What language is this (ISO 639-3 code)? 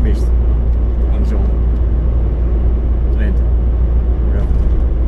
nld